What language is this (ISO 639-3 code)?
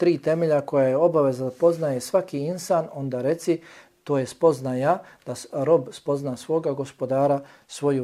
bos